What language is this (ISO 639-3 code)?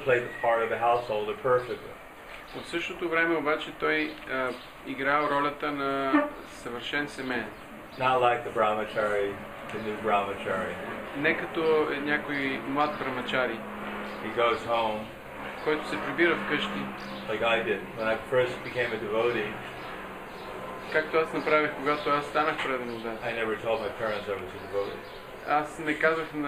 bul